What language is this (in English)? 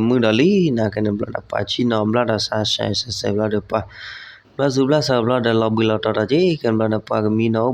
S'gaw Karen